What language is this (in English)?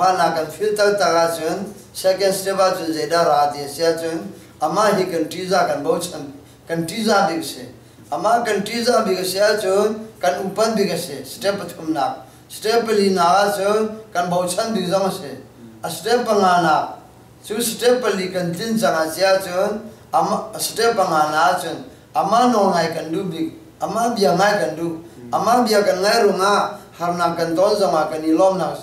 Hakha Chin